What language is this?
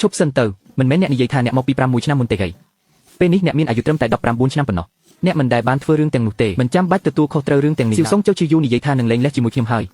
Khmer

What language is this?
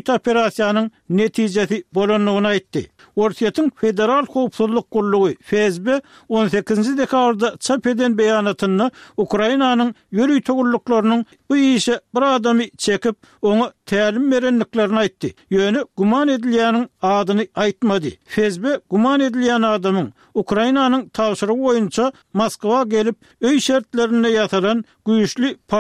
Turkmen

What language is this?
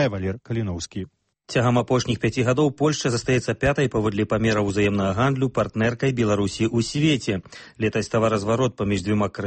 Belarusian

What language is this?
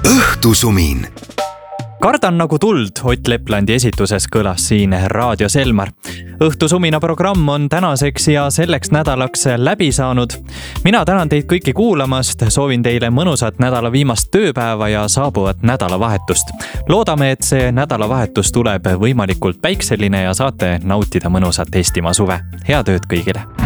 Estonian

